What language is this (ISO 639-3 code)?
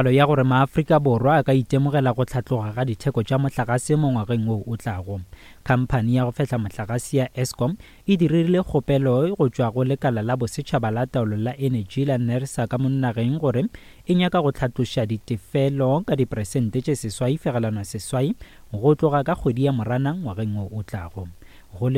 nso